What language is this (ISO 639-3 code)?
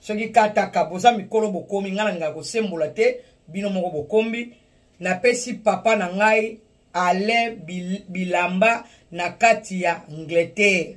lin